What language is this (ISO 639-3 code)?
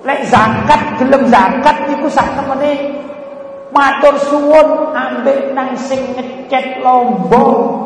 jav